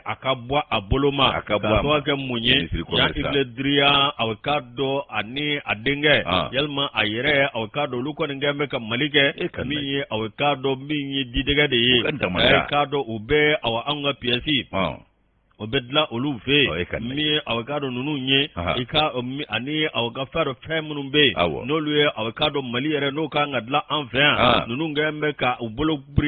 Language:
Bambara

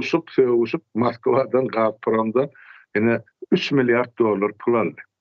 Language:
Turkmen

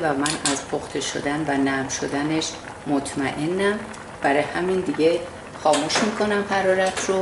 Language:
Persian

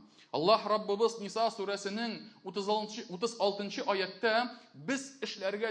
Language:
Tatar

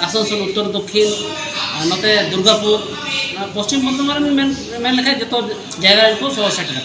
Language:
Santali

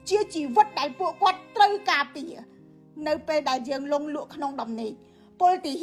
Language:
Khmer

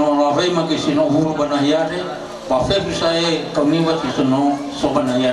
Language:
Nias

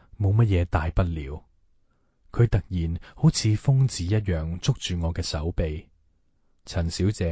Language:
Cantonese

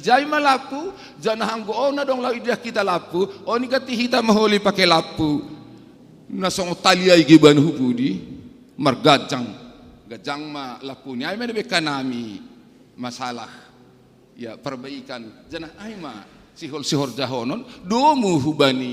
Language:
Batak Simalungun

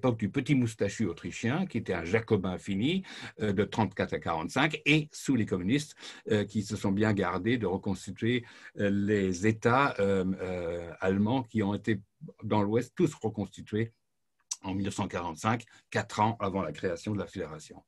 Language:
French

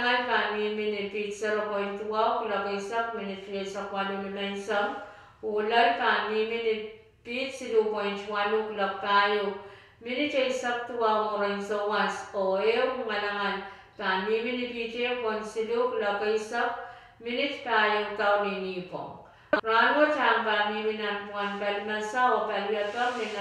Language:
Pohnpeian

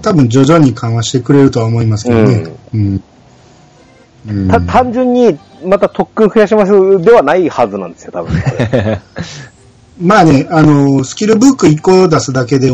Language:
Japanese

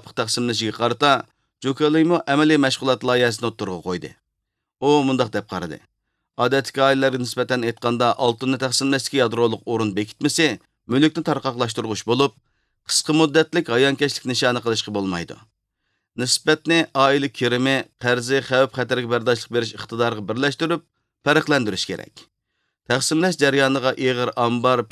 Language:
Uyghur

